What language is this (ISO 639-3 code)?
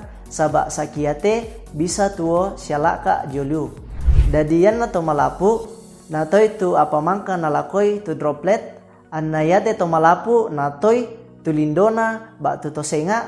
sda